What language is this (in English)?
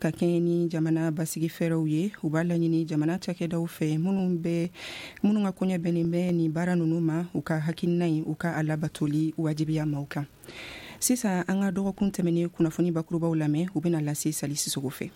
Bambara